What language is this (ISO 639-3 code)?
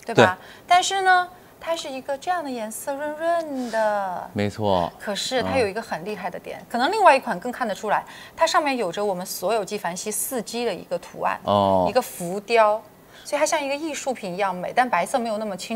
zho